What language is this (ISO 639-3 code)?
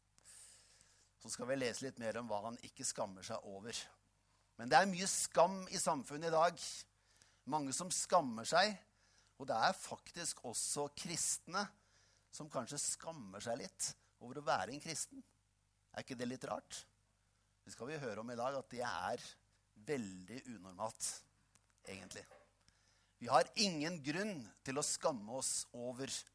nor